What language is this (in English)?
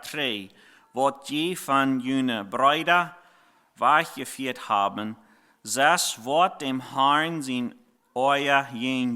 Plautdietsch